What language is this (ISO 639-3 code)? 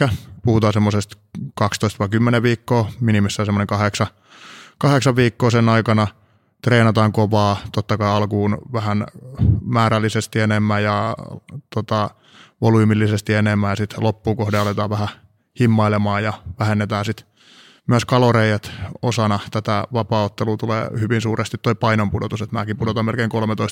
fin